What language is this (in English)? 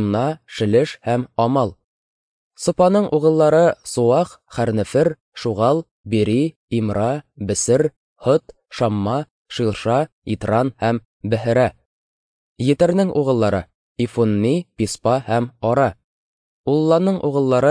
Tatar